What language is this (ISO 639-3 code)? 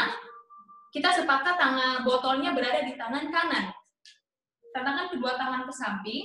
ind